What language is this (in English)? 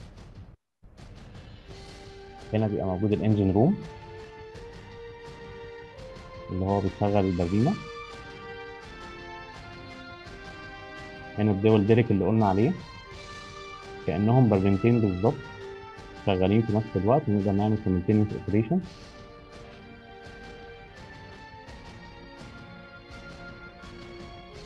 Egyptian Arabic